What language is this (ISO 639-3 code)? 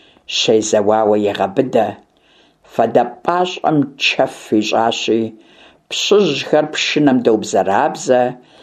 kbd